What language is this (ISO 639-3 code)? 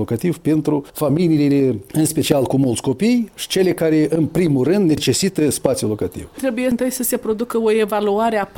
ron